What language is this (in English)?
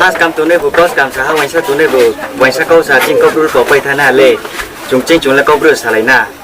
Riang (India)